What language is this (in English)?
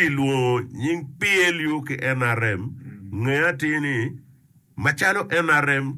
Acoli